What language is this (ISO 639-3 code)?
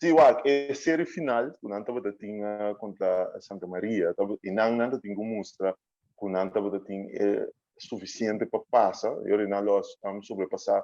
pap